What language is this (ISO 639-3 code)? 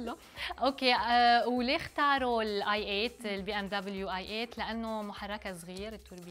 apc